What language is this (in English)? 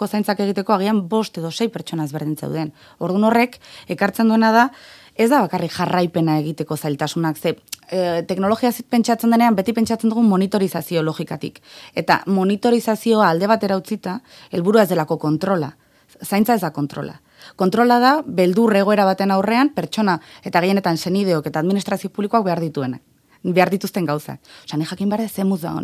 Basque